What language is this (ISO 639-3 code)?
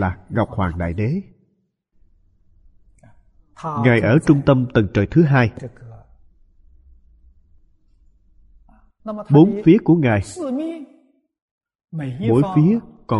vie